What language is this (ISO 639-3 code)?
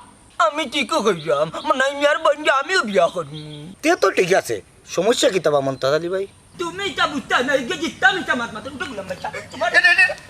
syl